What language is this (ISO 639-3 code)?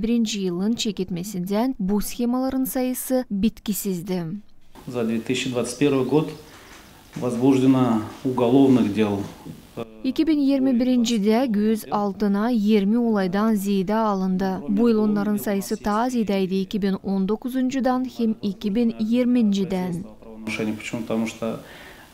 gag